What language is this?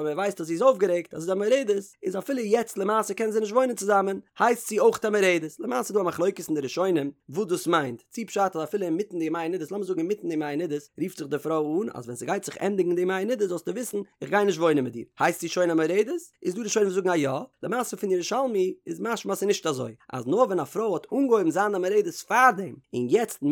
Yiddish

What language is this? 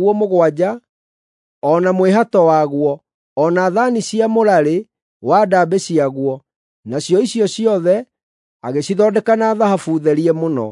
Kikuyu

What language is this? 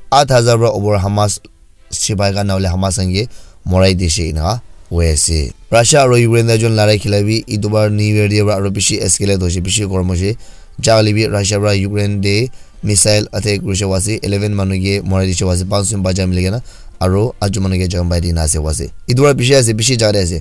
Naga Pidgin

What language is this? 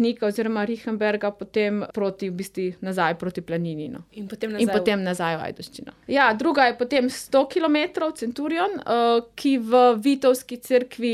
Slovenian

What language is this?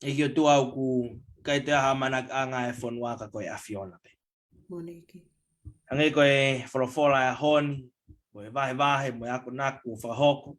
Tongan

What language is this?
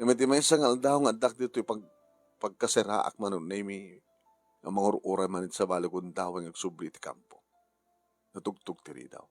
Iloko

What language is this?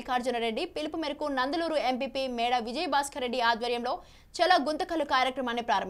Telugu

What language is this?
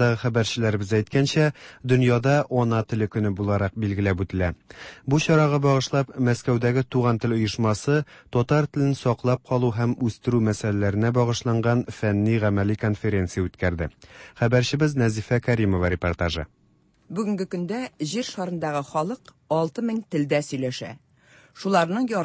Tatar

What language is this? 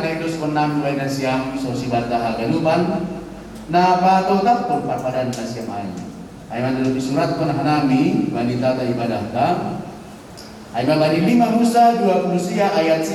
Batak Simalungun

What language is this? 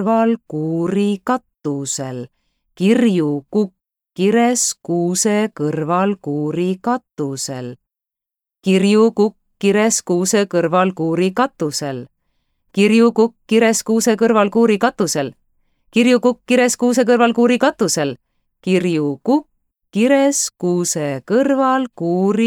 Estonian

